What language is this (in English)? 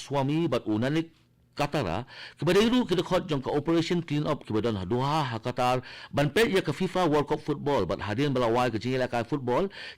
Khasi